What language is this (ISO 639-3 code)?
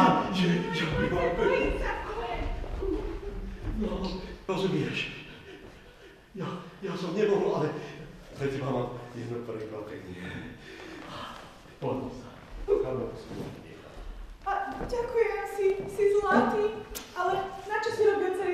slk